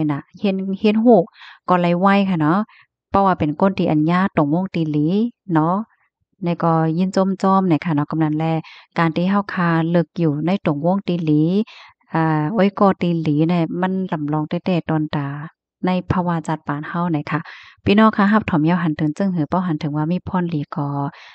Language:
Shan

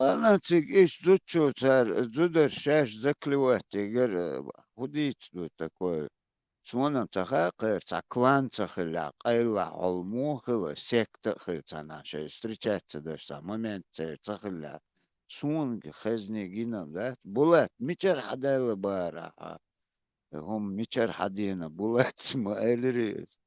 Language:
Chechen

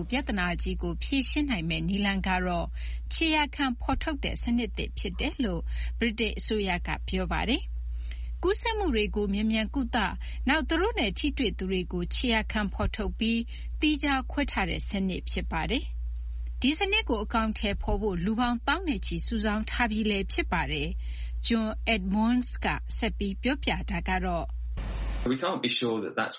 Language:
Burmese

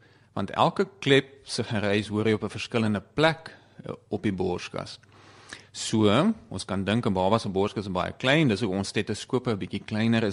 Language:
Afrikaans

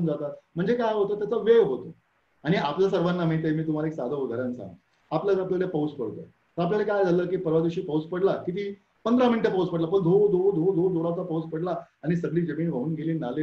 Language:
Marathi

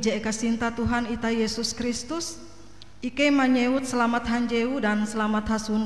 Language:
Ngaju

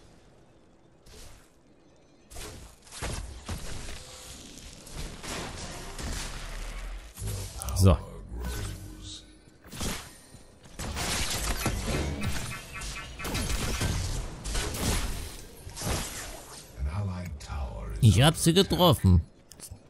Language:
German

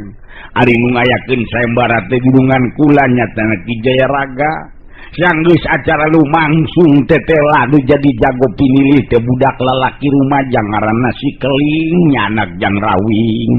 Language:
Sundanese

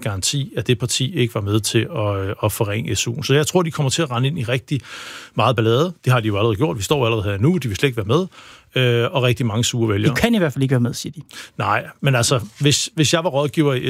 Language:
Danish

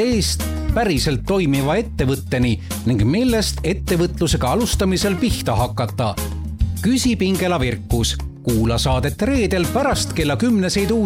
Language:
Estonian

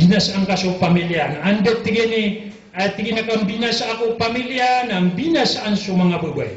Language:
Maranao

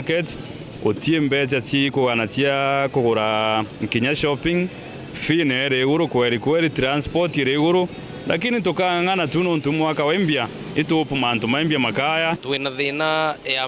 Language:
Meru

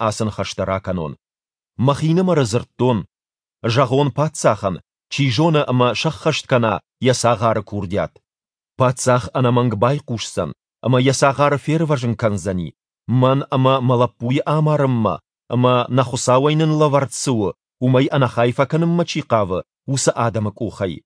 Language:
Ossetic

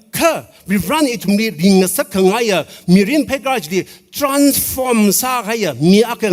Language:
Tangkhul Naga (India)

